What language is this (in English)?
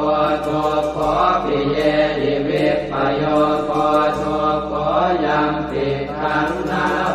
Pali